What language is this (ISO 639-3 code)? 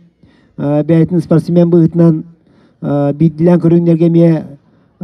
sah